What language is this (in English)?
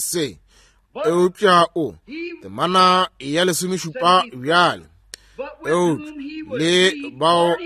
Northern Sotho